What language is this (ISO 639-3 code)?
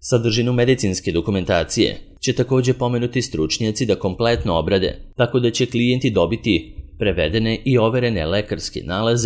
srp